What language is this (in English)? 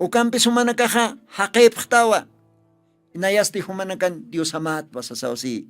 Aymara